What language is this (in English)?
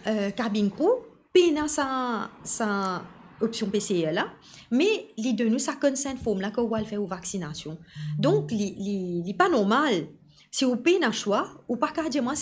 Morisyen